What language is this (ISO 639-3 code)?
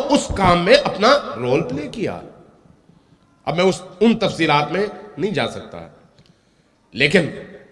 urd